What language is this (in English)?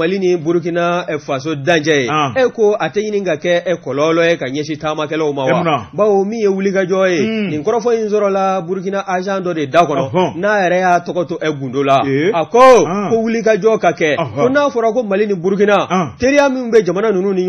Bambara